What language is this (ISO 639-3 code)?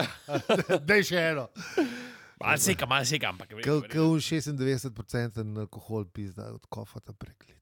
slv